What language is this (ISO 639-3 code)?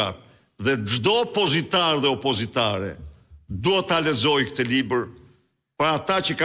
sqi